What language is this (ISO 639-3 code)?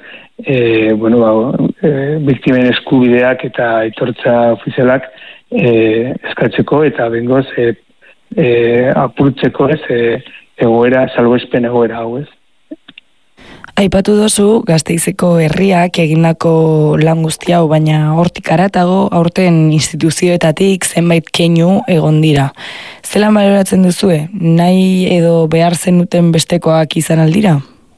eus